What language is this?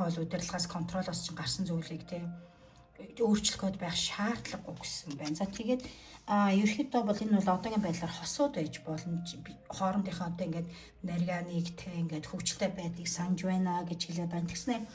Mongolian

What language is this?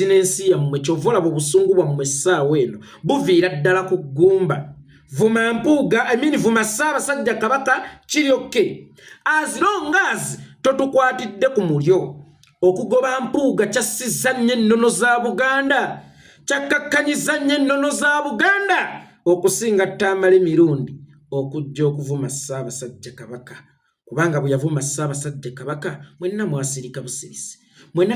Ganda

